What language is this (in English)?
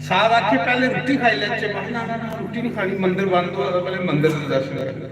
Dogri